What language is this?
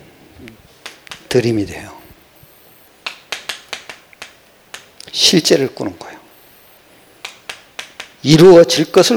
Korean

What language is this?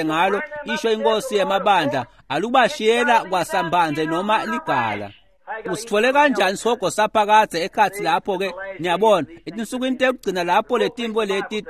Swati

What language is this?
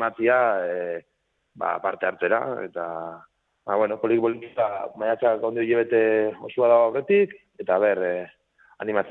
Basque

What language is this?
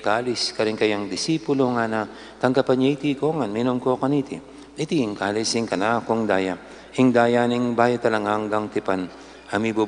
Pampanga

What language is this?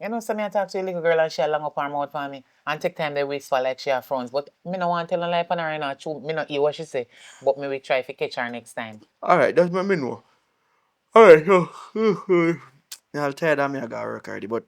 Jamaican Creole English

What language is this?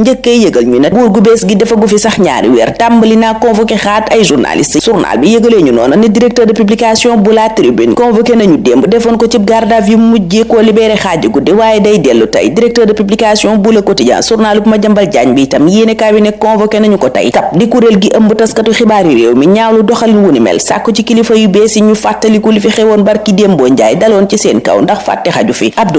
Wolof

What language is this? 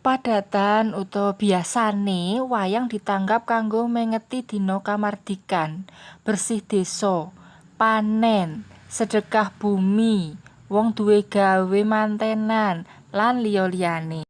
Javanese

